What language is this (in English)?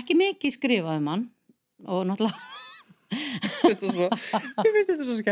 Icelandic